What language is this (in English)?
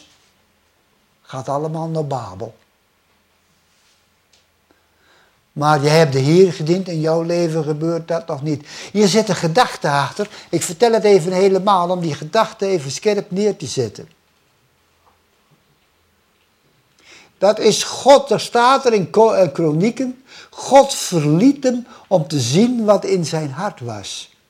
Dutch